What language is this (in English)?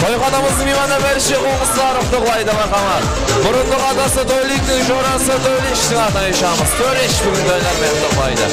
Kara-Kalpak